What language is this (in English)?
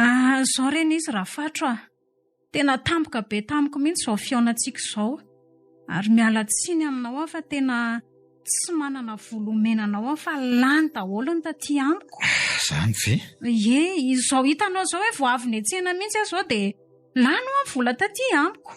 Malagasy